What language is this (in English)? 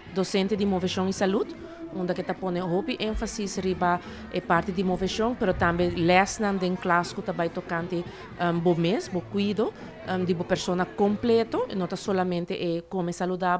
Papiamento